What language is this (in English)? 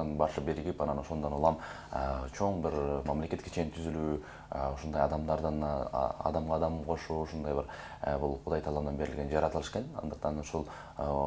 Kyrgyz